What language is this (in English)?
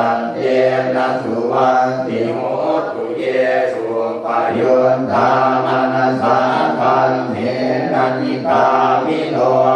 Pali